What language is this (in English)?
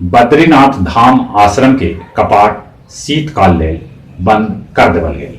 Magahi